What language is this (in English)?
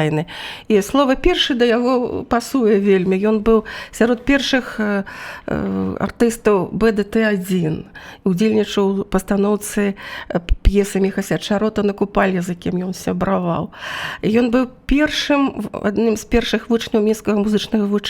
Belarusian